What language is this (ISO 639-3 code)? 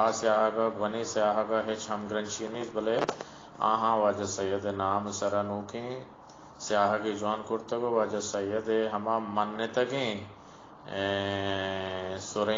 bal